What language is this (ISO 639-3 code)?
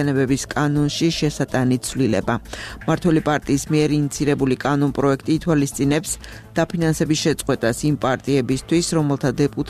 kat